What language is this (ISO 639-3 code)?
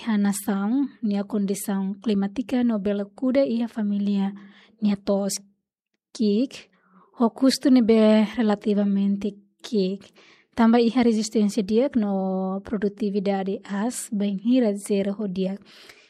tet